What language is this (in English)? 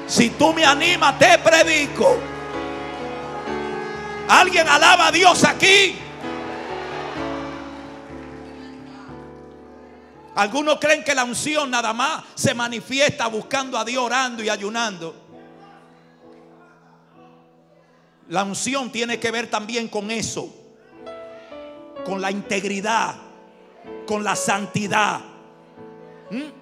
Spanish